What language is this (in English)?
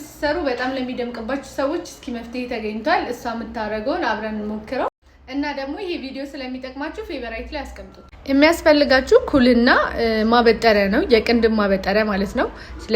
Amharic